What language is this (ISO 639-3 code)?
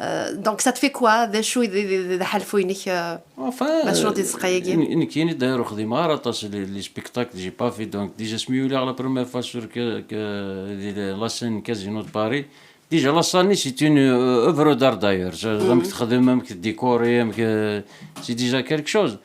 kab